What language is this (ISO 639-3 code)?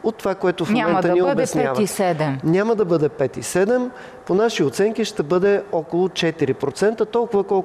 bul